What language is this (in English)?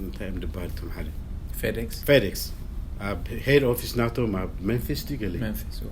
Tigrinya